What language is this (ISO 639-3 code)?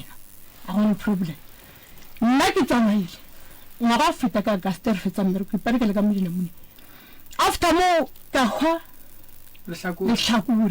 nso